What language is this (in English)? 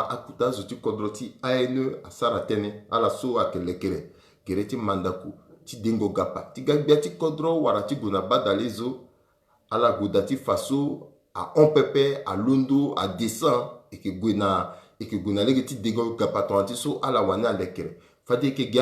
Sango